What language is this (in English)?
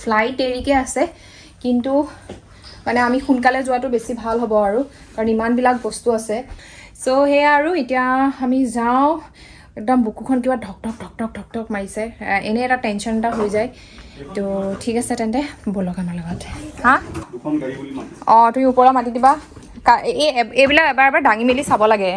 Assamese